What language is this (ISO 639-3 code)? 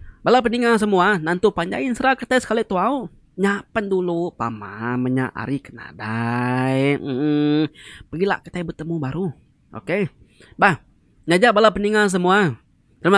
iba